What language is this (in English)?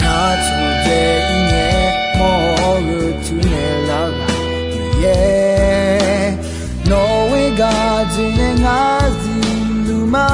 Akha